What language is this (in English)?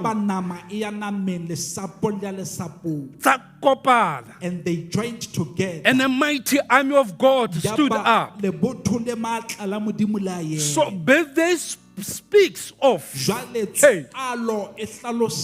Southern Sotho